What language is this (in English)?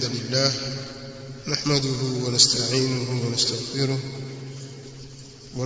Swahili